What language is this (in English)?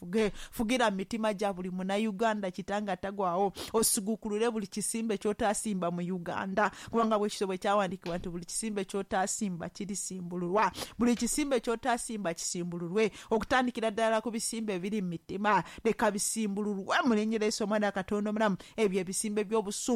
Ganda